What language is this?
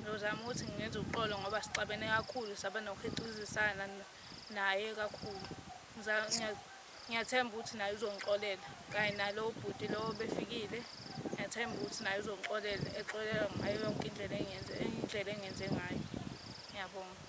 Zulu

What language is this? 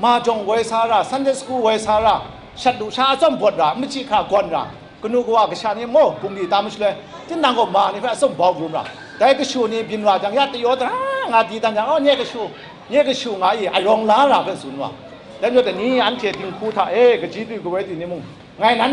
Kachin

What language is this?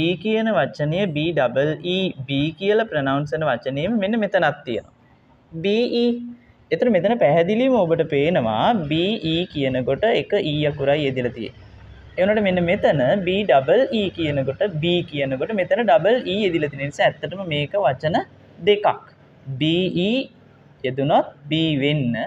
Sinhala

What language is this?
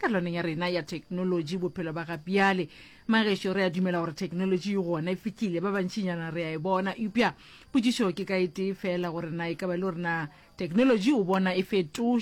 Northern Sotho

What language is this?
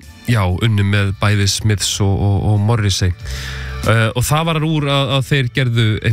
Icelandic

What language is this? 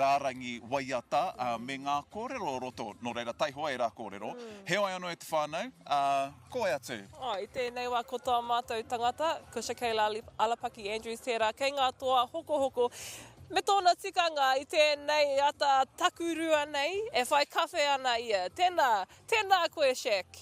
Māori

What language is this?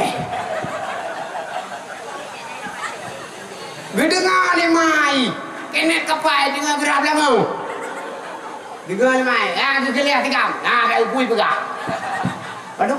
Malay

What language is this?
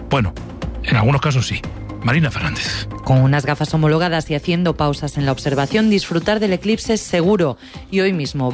Spanish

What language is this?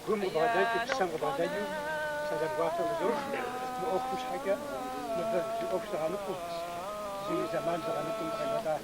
Kabardian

